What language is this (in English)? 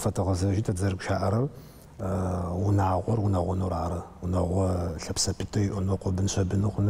Adyghe